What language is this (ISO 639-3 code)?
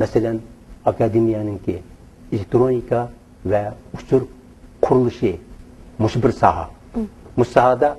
uig